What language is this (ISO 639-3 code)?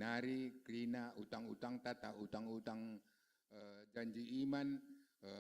btx